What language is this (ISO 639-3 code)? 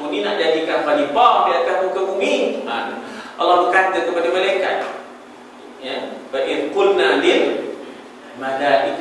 msa